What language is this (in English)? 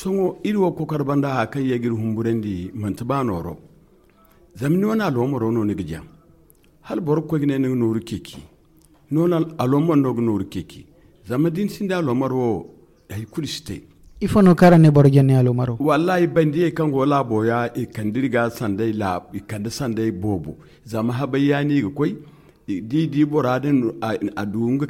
Zarma